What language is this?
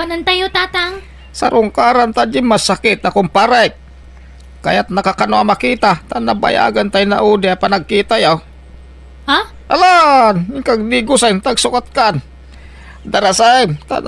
Iloko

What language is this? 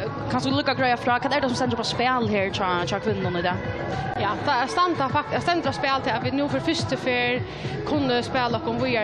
Faroese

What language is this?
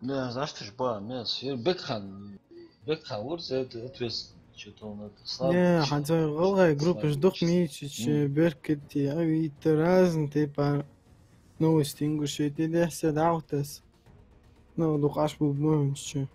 Ingush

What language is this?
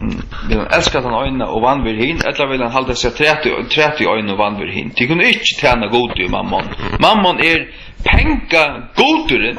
Faroese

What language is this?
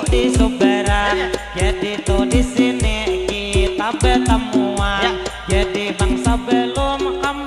Banjar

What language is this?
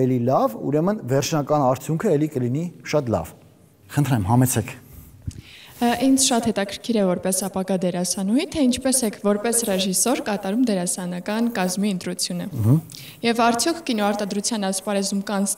Armenian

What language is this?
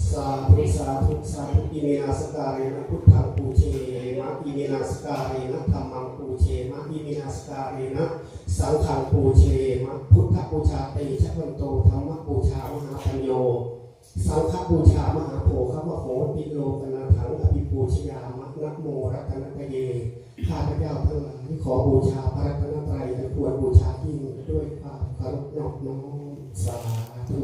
Pali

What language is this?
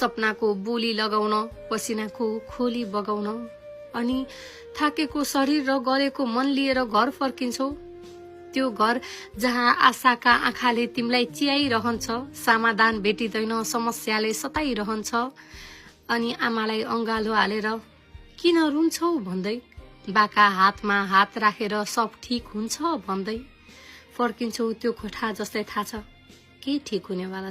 Nepali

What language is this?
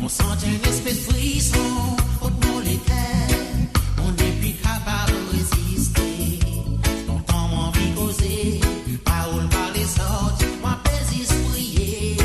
Morisyen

